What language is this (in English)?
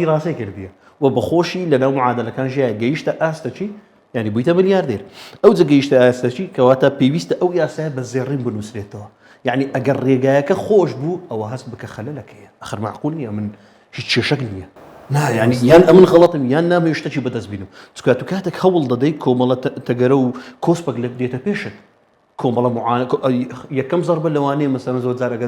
Central Kurdish